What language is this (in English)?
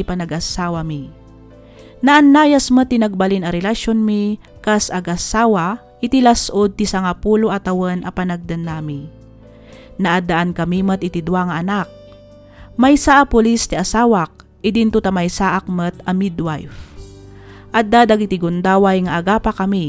Iloko